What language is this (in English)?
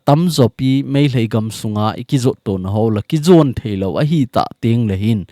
Thado Chin